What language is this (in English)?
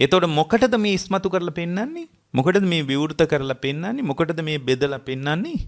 Sinhala